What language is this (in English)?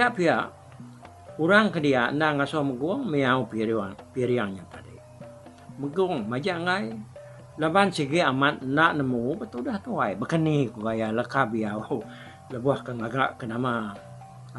Iban